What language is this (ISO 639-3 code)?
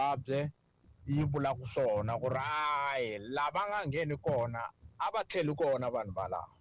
tso